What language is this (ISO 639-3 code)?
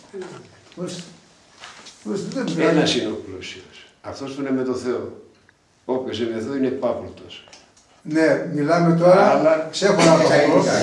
ell